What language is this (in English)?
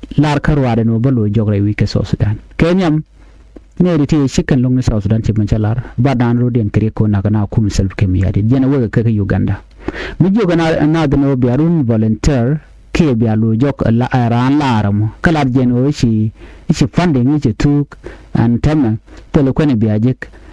Nuer